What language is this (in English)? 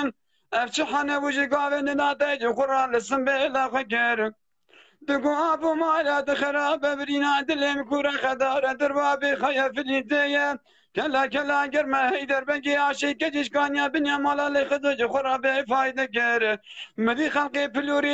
Kurdish